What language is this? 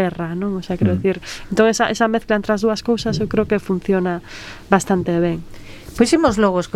Galician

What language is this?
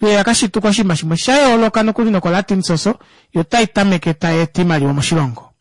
Kuanyama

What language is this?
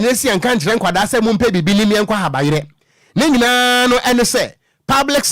Akan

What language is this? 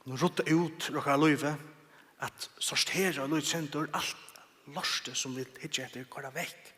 Faroese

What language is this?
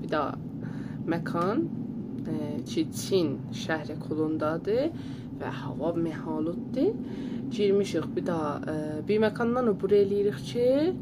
South Azerbaijani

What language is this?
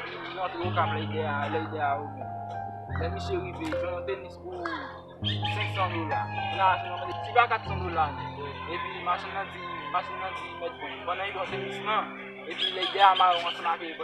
Haitian Creole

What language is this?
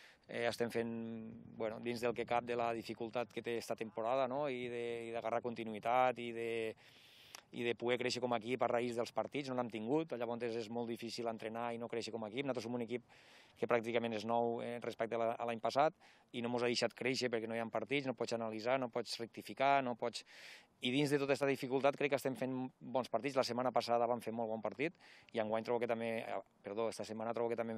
Catalan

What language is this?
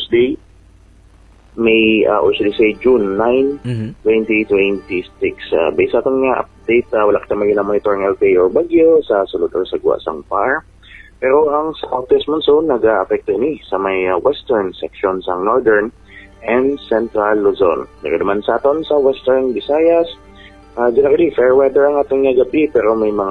Hiligaynon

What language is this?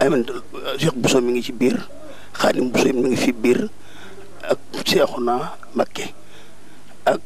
Wolof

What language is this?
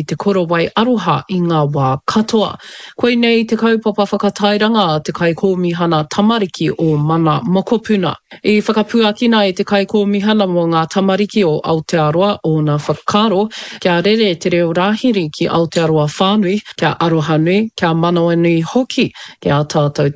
Māori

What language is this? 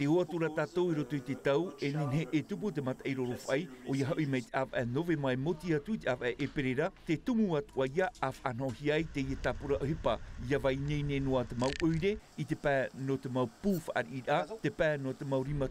Tahitian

